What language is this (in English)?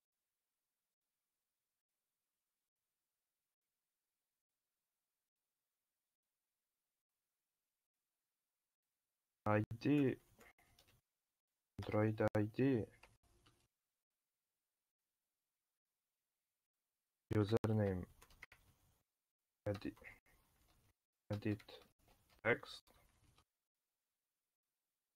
Serbian